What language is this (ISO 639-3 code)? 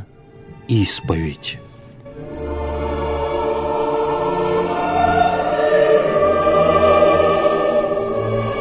rus